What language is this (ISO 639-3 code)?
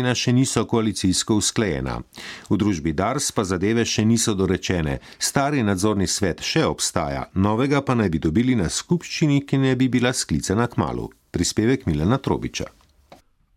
slv